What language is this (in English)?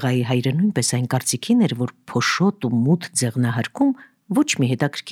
Armenian